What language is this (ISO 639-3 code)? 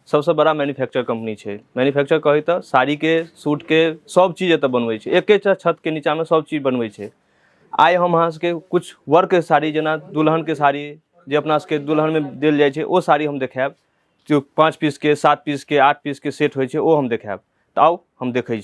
mai